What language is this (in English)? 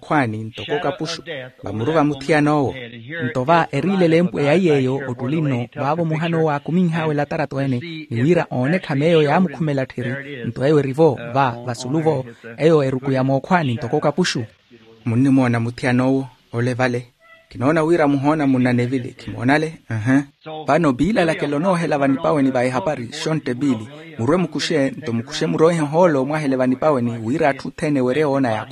Makhuwa